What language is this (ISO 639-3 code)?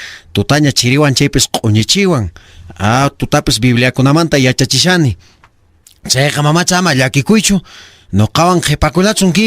que